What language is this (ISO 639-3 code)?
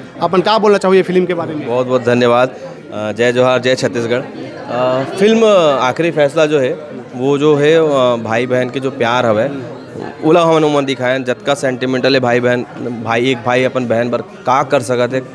hne